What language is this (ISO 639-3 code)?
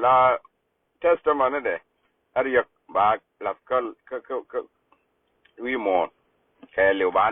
nus